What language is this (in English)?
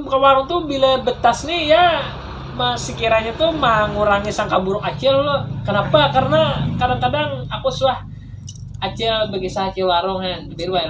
Banjar